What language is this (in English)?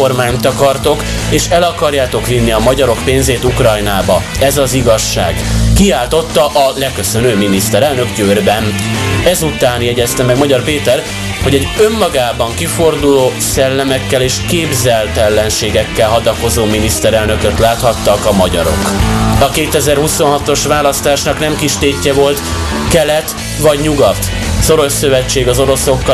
Hungarian